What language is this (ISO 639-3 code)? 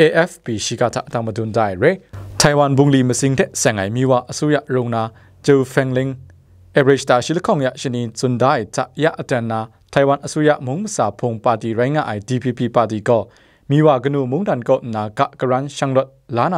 kac